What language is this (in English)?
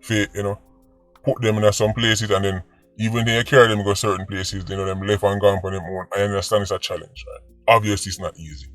Jamaican Creole English